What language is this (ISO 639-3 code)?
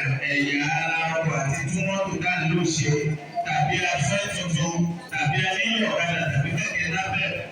yor